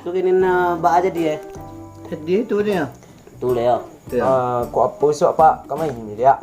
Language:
Minangkabau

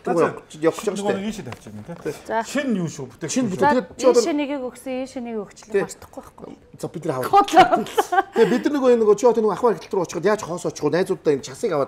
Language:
Mongolian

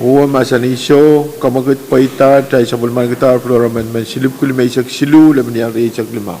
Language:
Pohnpeian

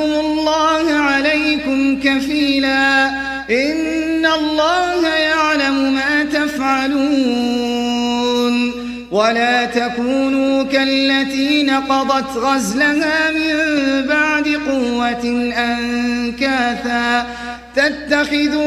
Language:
Arabic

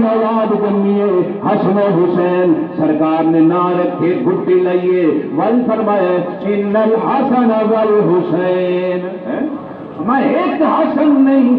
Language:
Saraiki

